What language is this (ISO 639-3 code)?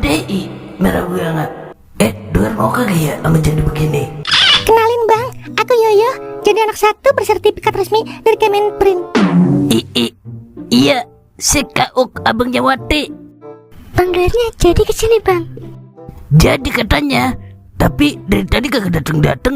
bew